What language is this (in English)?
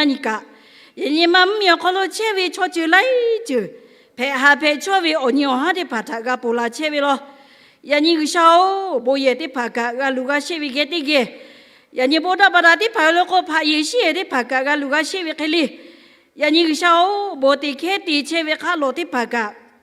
Lahu